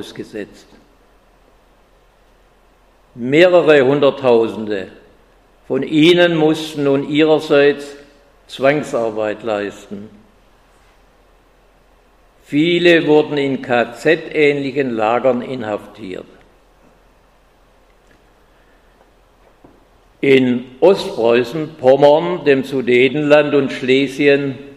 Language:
German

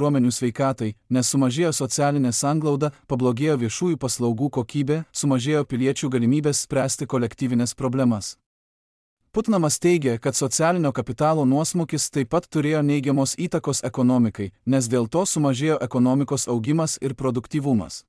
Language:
Lithuanian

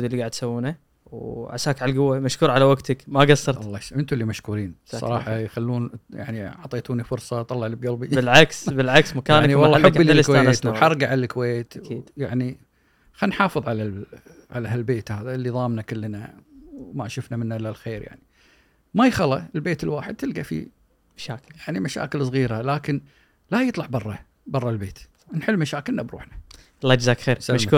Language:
Gulf Arabic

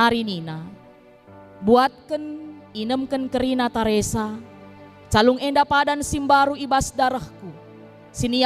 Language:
Batak Karo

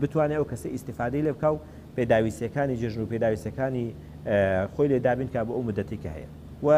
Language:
Central Kurdish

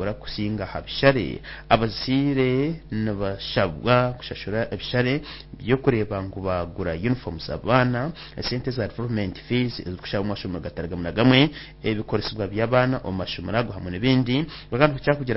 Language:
Nyankole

